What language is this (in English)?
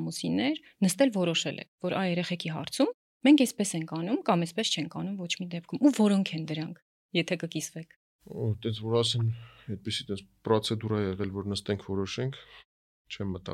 Armenian